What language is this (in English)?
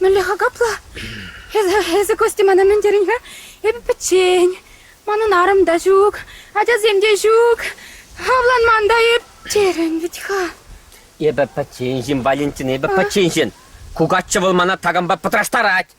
Chuvash